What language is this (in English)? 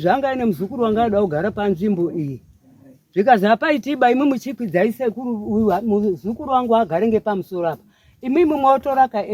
Shona